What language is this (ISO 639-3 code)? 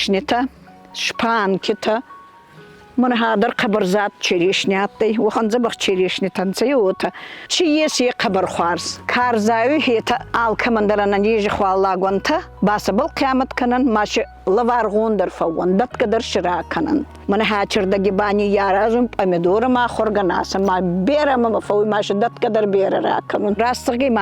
oss